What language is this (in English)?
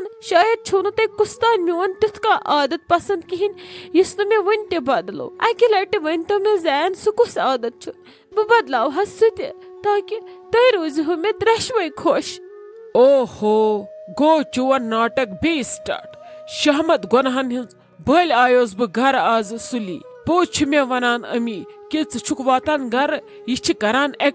Kashmiri